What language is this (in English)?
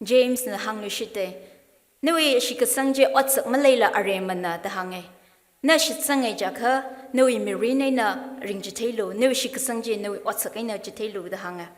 Tangkhul Naga (India)